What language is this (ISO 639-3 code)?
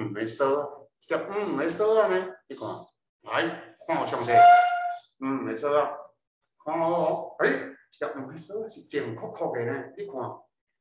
nan